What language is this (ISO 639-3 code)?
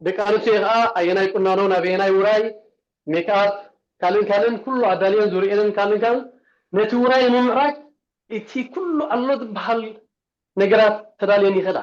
tir